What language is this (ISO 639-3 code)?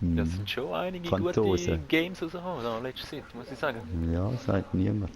gsw